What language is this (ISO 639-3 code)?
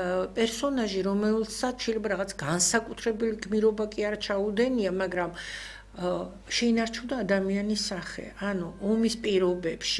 kat